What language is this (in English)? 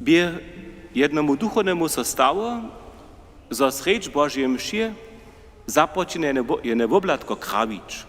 Upper Sorbian